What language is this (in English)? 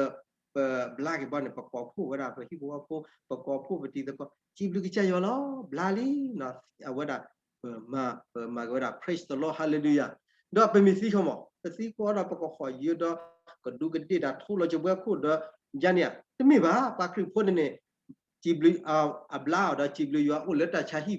S'gaw Karen